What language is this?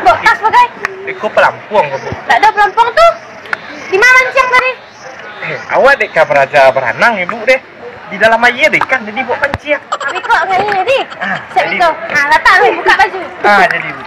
Minangkabau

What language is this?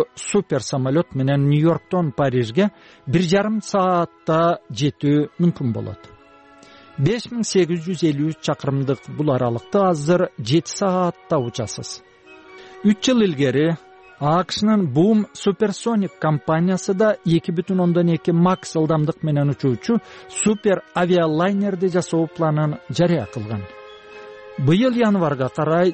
Kyrgyz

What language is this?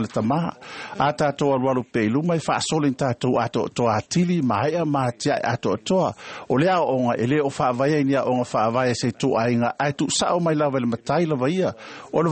Samoan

